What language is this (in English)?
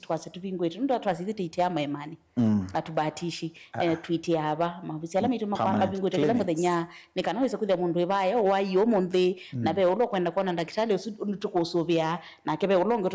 Kamba